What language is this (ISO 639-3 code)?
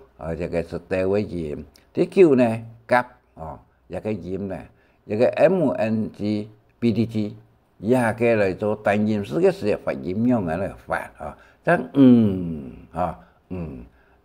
hak